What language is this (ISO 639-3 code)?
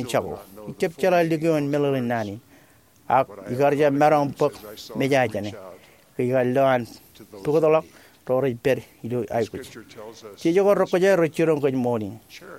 mah